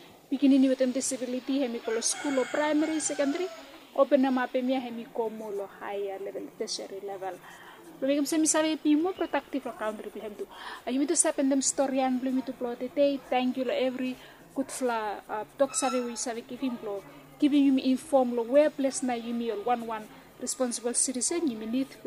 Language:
Bislama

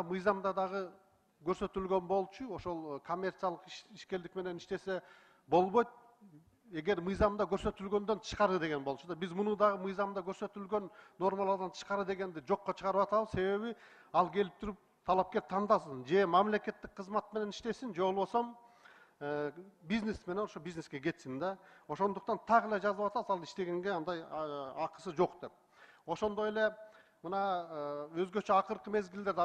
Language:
Kyrgyz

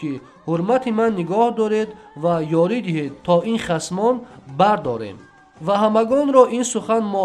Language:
Tajik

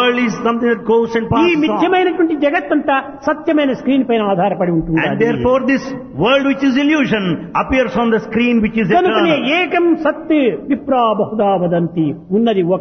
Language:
Telugu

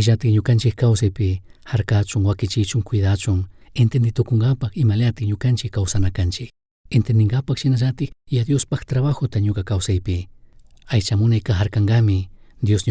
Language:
Chimborazo Highland Quichua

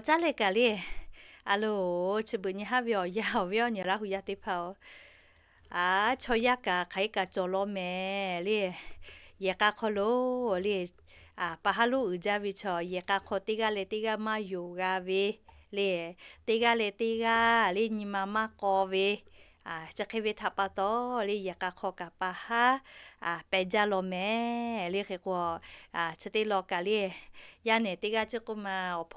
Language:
Lahu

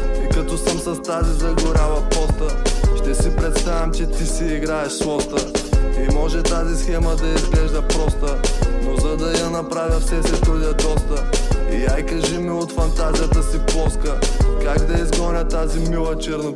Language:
Bulgarian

